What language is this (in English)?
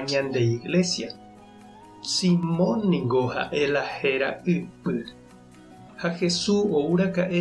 Guarani